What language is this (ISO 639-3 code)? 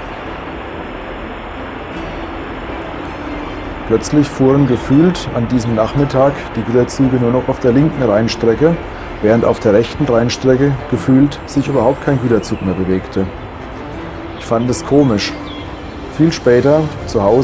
deu